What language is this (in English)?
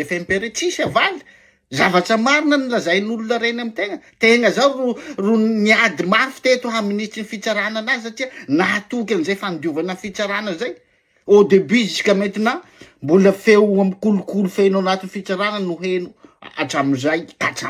Malagasy